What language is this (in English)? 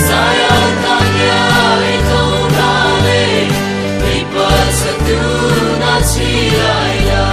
Mara Chin